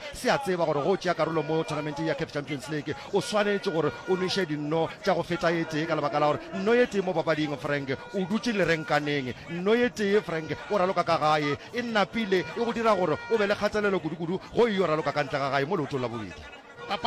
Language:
Northern Sotho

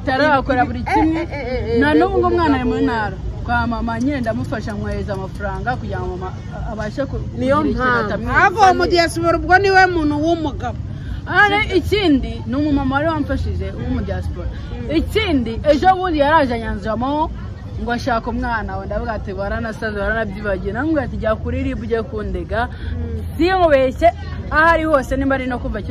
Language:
Kinyarwanda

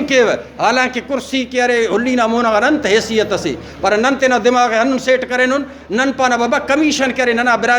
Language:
Brahui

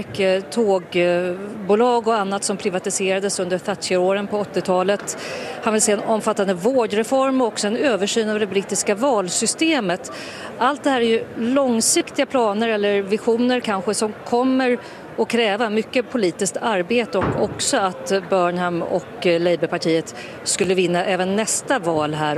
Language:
Swedish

